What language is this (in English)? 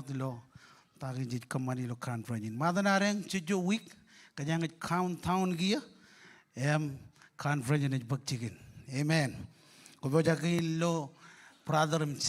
Marshallese